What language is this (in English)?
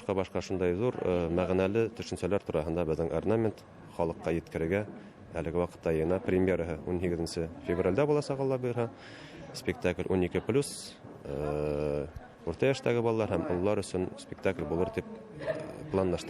Bashkir